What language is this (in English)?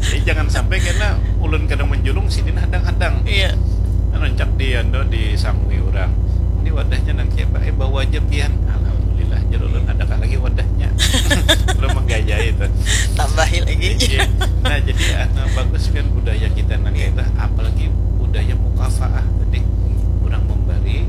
Banjar